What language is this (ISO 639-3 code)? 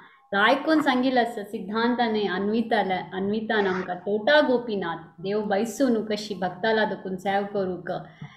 kok